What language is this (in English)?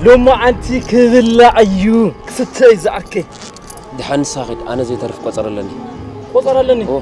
Tigrinya